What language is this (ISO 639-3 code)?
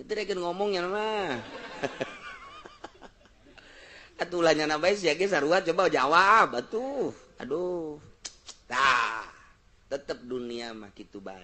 sun